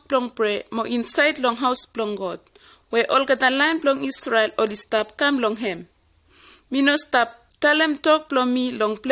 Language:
Bislama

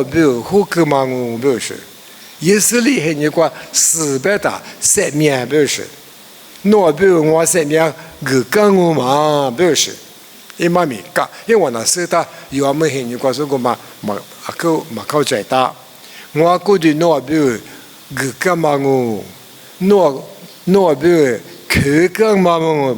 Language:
Lisu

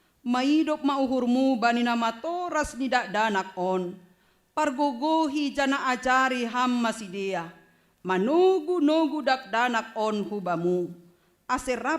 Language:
Batak Simalungun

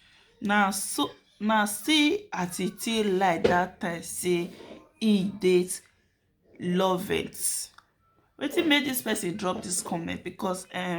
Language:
Nigerian Pidgin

